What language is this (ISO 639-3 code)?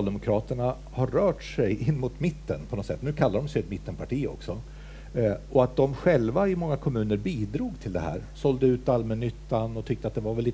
swe